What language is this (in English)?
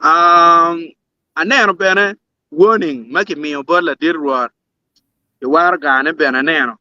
Acoli